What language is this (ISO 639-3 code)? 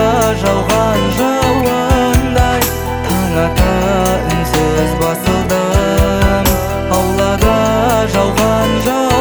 kaz